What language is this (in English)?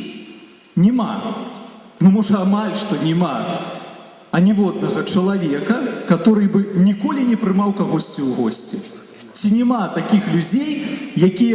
Belarusian